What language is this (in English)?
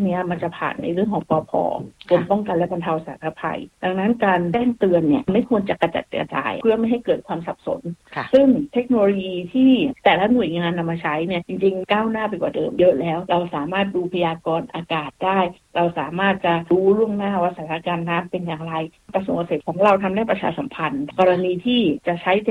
Thai